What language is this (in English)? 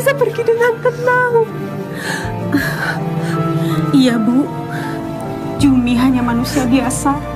Indonesian